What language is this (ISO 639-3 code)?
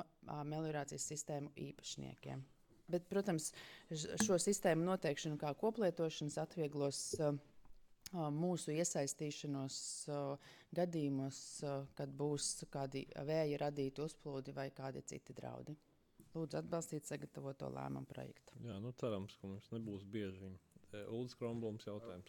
lav